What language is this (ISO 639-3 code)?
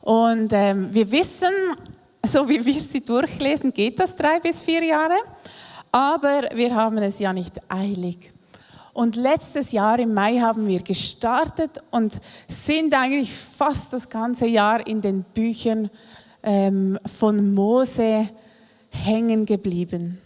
gsw